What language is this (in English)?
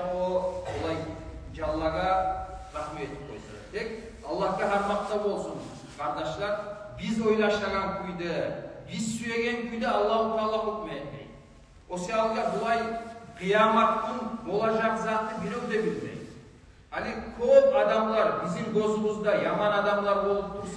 Kumyk